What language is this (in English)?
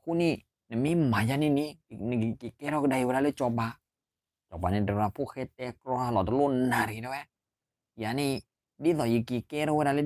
S'gaw Karen